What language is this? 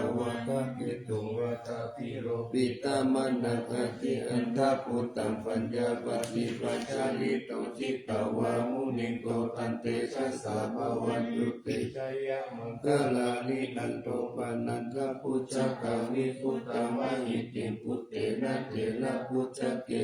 Pali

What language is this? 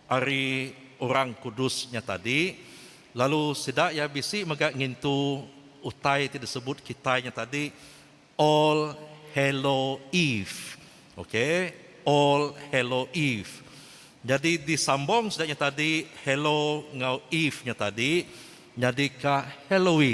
Iban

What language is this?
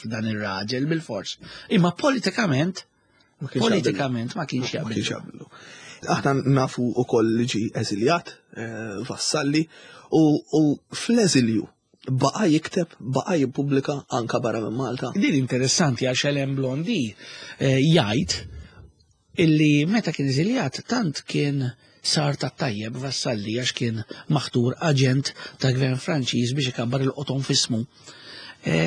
Maltese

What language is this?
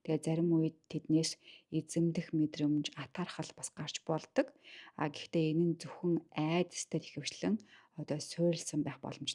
Mongolian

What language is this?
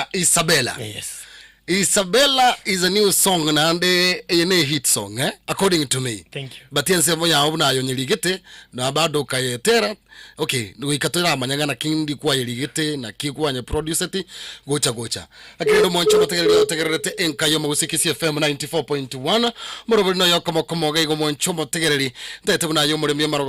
Gusii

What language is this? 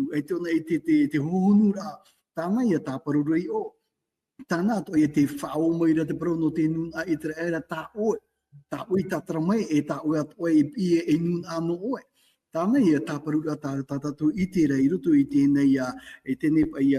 Tahitian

